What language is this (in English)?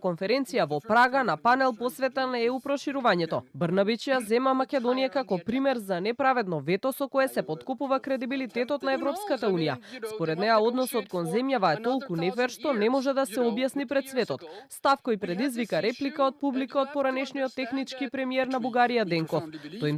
Macedonian